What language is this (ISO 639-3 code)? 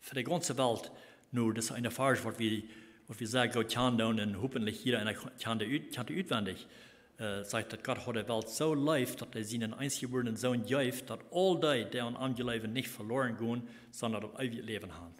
pdt